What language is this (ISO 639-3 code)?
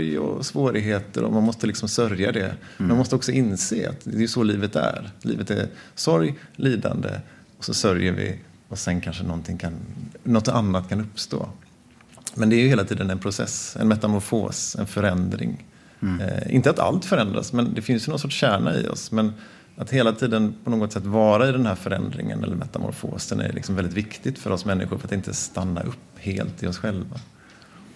swe